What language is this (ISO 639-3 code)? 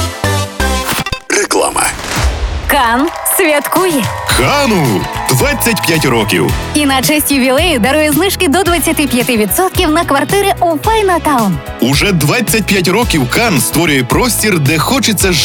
ukr